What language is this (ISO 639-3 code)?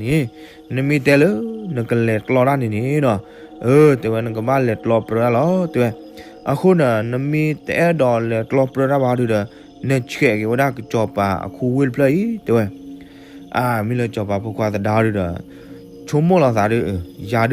ksw